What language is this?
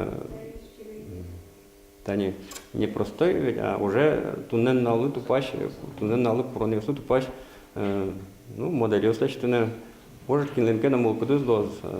Udmurt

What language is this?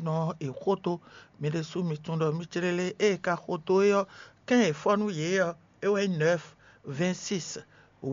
Fon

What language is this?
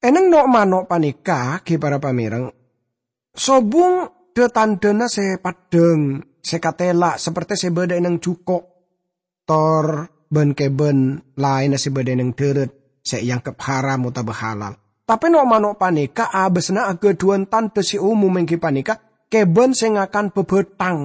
Madurese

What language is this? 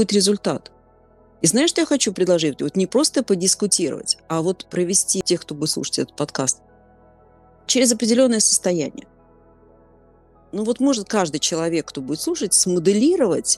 Russian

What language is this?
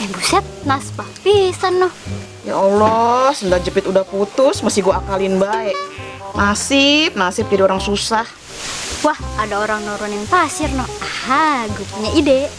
Betawi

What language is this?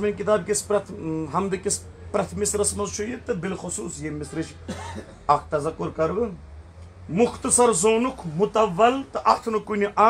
Kashmiri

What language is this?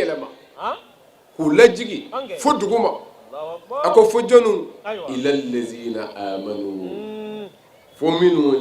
Bambara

